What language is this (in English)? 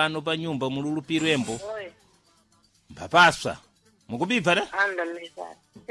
Sena